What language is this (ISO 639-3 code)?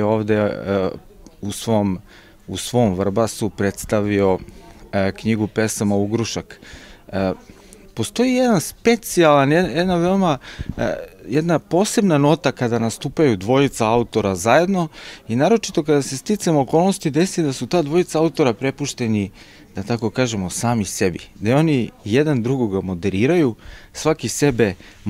srp